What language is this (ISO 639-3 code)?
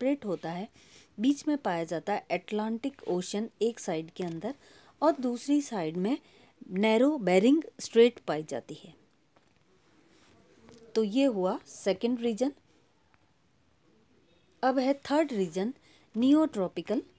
hin